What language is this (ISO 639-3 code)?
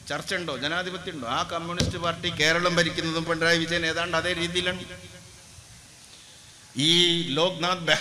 mal